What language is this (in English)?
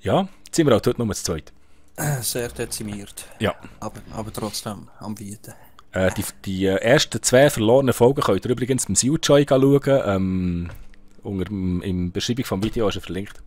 Swiss German